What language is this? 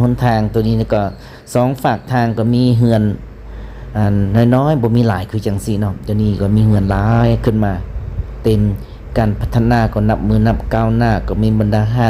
Lao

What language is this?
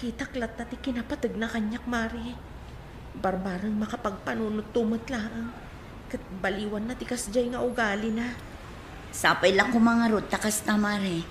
Iloko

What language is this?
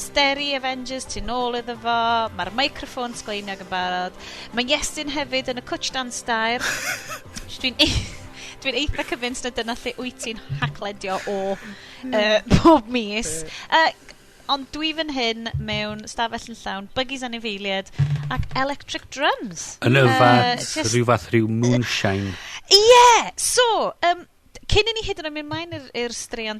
Welsh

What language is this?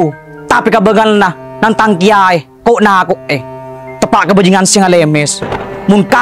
Madurese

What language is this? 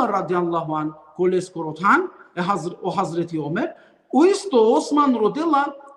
Balkan Romani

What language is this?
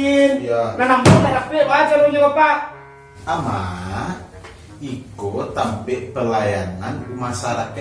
Minangkabau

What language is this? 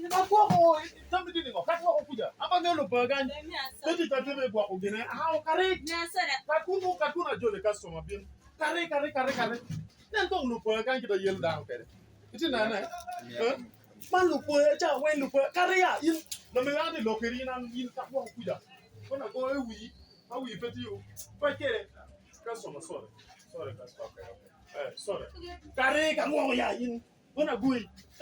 Acoli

